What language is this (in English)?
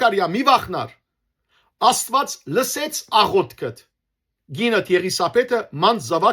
Western Armenian